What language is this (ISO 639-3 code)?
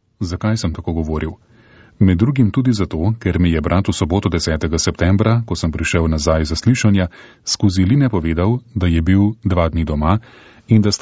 slv